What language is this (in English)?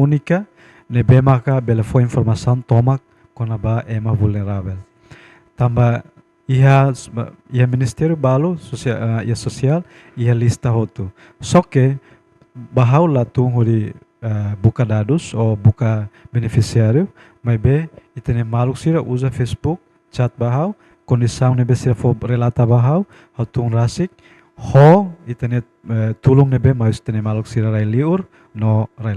Tetum